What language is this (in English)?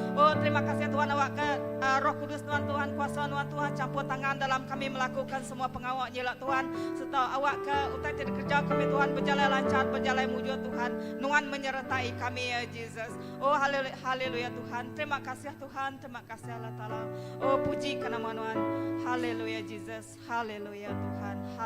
Iban